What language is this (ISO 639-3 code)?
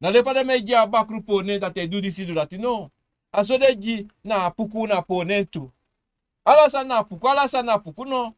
srn